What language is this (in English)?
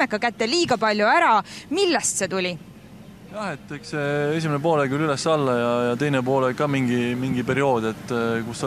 Estonian